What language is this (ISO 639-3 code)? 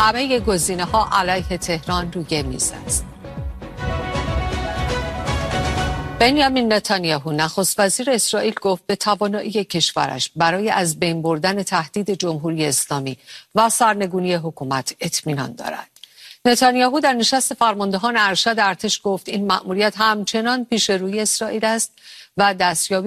fas